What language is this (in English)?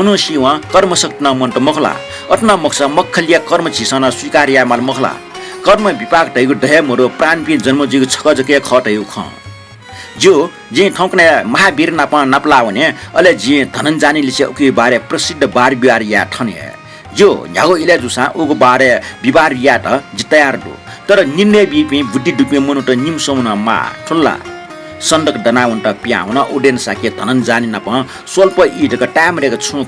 Newari